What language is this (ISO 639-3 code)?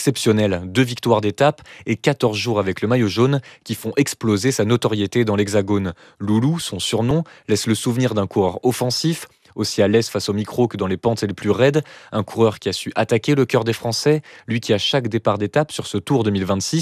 fra